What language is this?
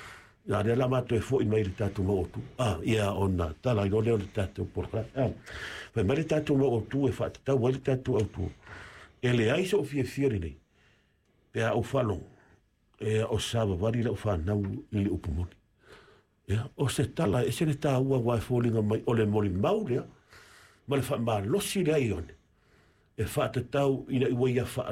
Samoan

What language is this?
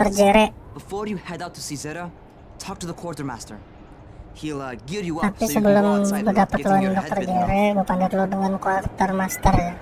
Banjar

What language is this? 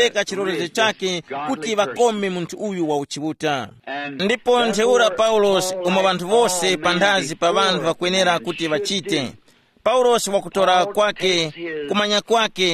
Tumbuka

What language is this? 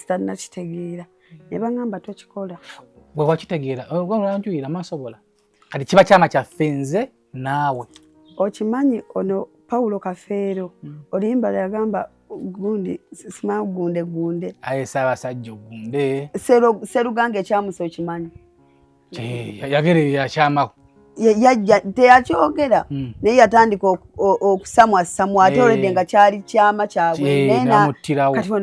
Ganda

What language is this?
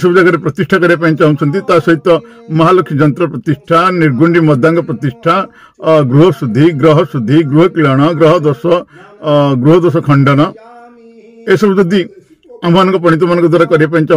Odia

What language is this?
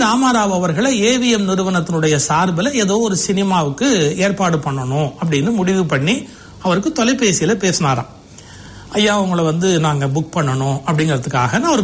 Tamil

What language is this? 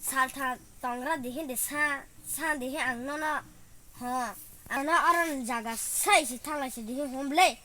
Kok Borok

